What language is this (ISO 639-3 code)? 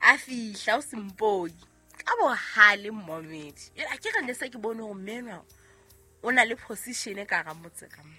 sot